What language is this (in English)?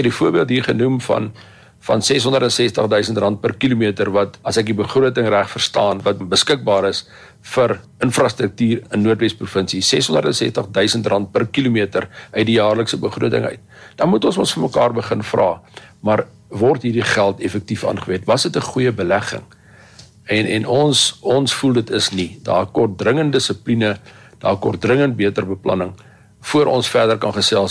Afrikaans